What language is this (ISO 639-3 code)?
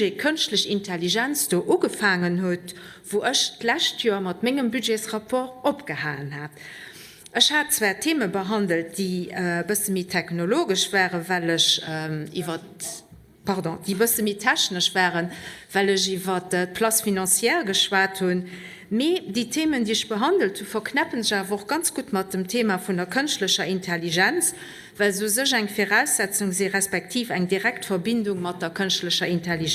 ltz